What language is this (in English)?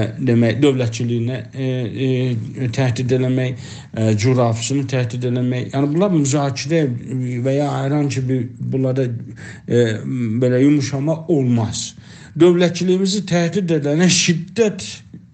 South Azerbaijani